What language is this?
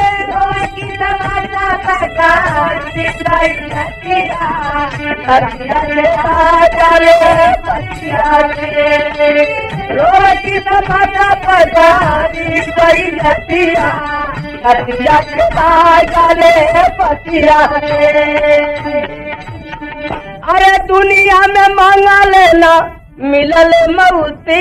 Bhojpuri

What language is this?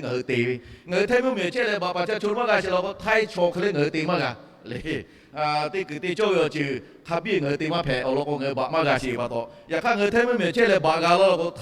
Lahu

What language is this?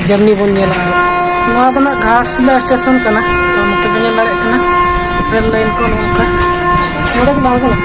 Santali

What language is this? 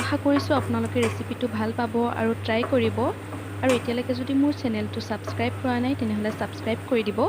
Assamese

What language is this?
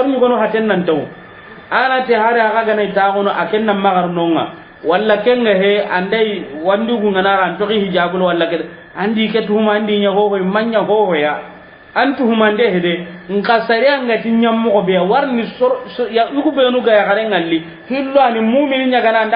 Soninke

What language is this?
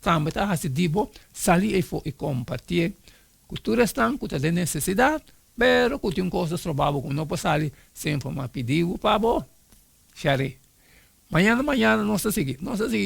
Papiamento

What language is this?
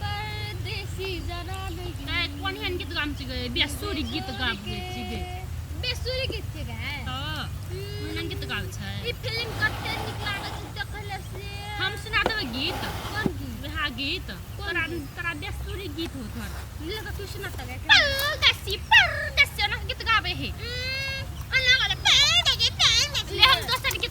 Maithili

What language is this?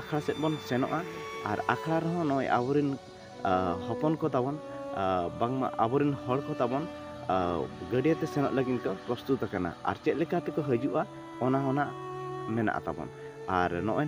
Santali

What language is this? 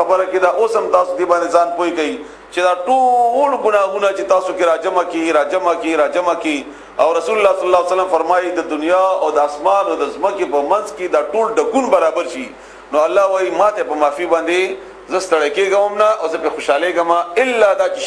Pashto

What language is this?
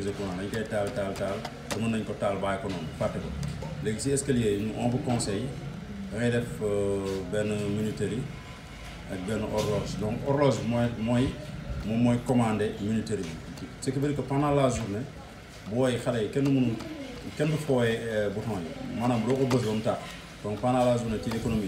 Wolof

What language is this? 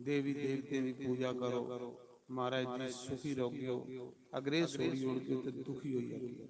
Dogri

